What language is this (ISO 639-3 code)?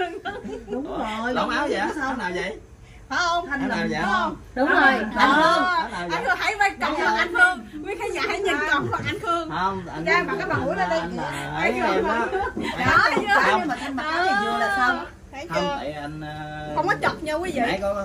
vie